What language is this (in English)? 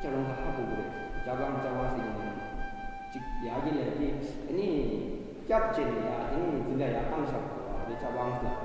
Tibetan